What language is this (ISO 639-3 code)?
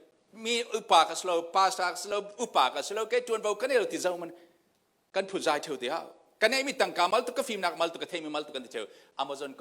cfm